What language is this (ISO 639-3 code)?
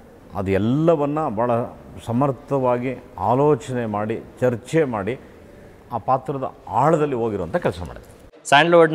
kan